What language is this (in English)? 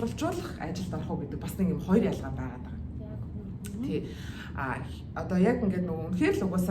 Mongolian